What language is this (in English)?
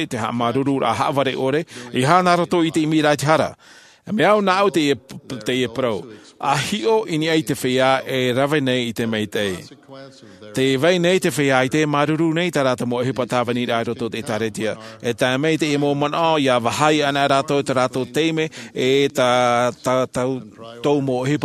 Tahitian